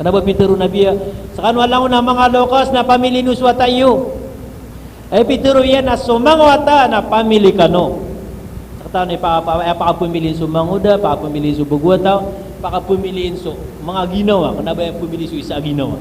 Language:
Maranao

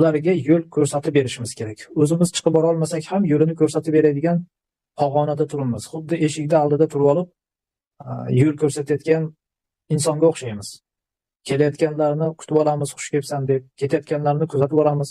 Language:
Uzbek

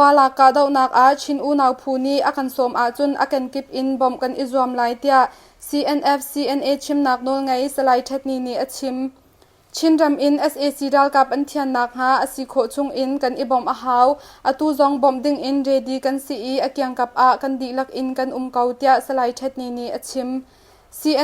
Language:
Hakha Chin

